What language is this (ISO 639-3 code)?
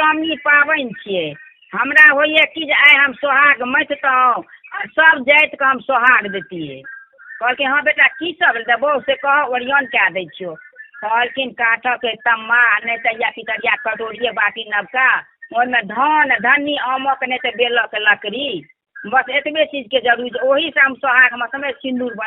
mai